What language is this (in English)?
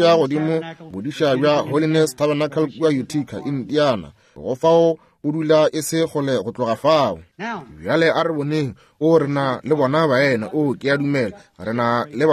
Northern Sotho